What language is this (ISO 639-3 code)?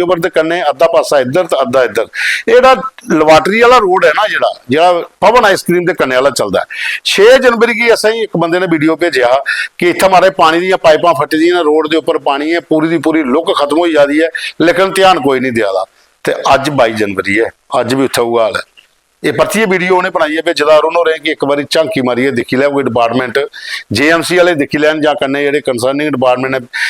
doi